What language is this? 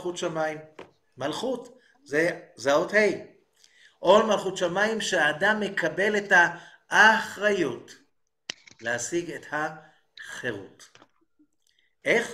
Hebrew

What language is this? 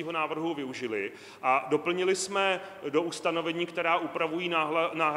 Czech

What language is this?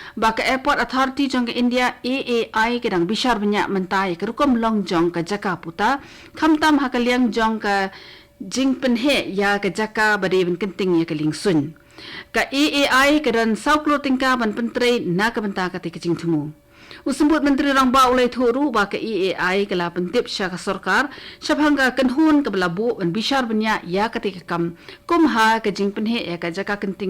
Khasi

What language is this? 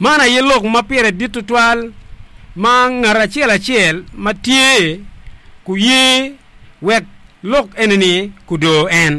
Acoli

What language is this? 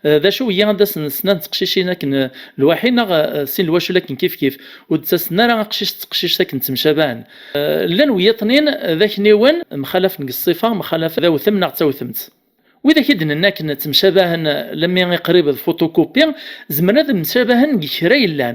Kabyle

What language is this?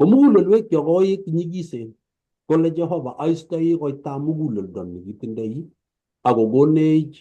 Kalenjin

